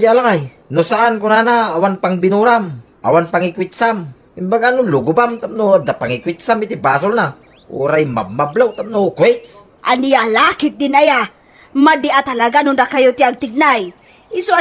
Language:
Iloko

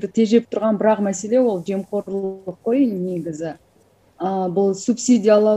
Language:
Kazakh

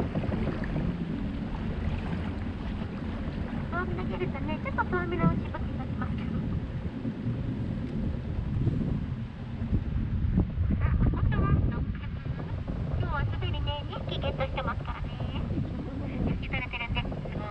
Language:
Japanese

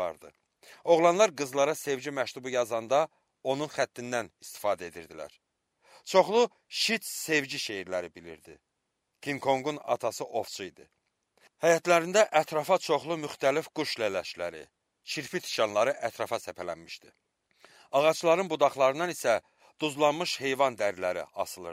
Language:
Azerbaijani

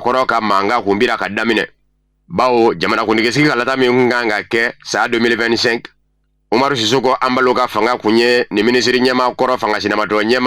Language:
Bambara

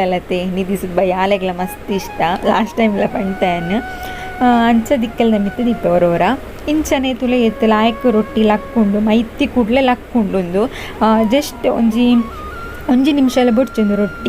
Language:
Tulu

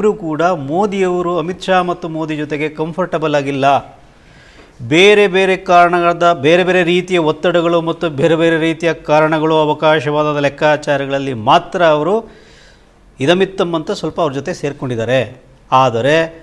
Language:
Kannada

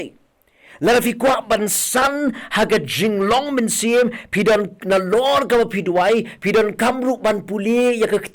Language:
Khasi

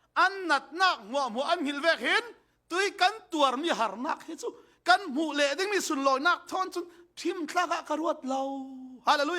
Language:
Falam Chin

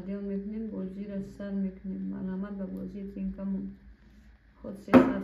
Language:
Tajik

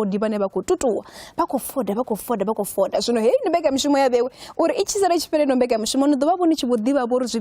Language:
Venda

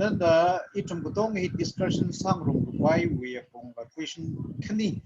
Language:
Tangkhul Naga (India)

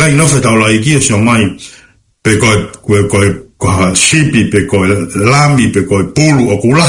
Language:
Tongan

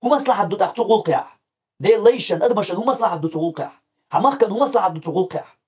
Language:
Chechen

